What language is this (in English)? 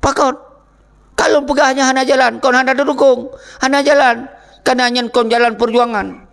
Achinese